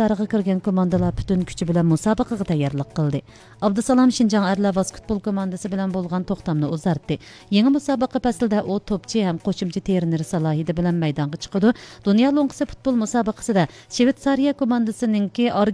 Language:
Uyghur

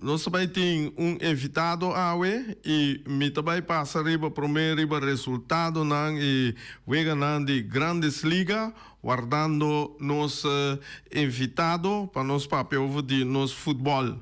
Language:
Papiamento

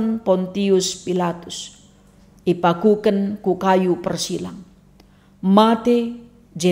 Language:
Batak Karo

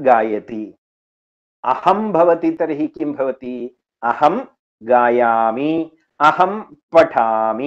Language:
Sanskrit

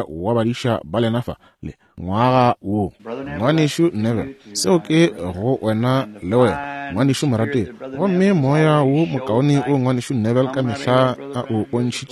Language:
Northern Sotho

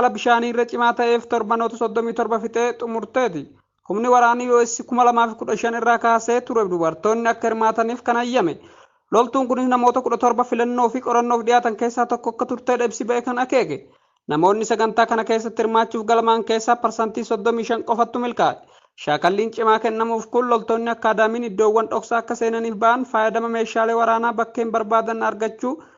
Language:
Oromo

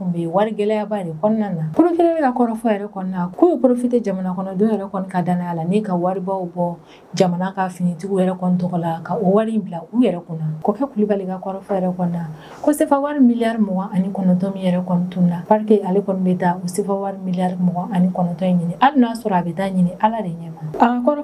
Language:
Bambara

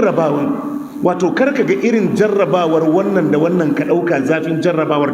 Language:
Hausa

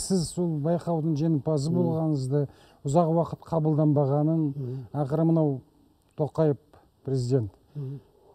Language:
Kazakh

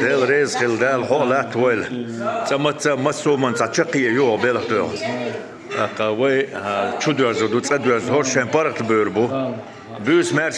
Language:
Chechen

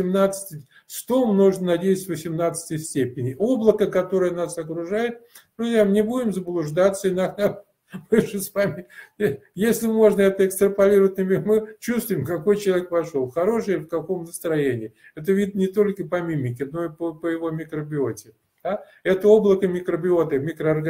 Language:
Russian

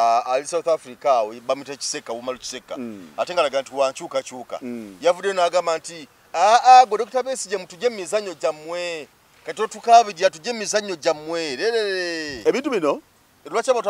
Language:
Ganda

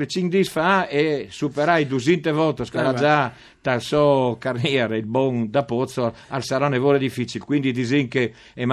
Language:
Friulian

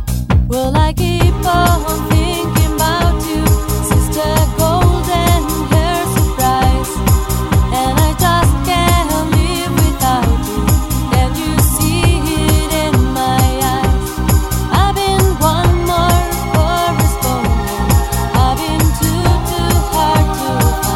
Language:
English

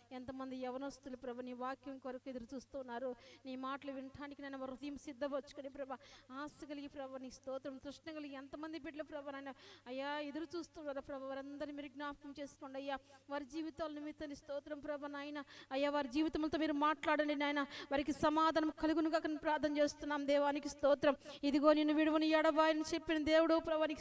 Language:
Telugu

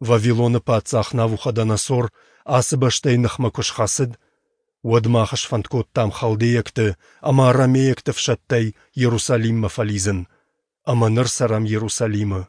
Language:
Ossetic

